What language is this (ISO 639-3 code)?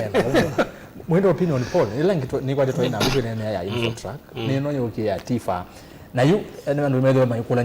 kam